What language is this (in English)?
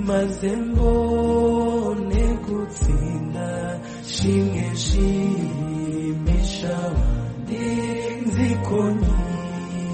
Kinyarwanda